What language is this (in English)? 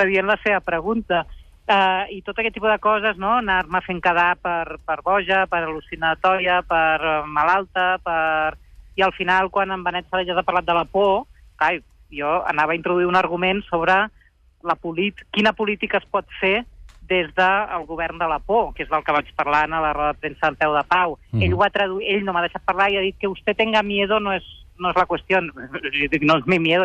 Catalan